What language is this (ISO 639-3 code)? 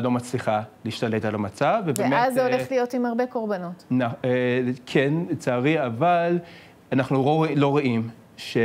heb